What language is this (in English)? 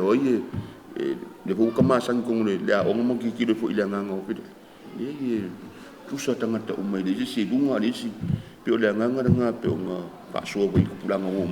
Samoan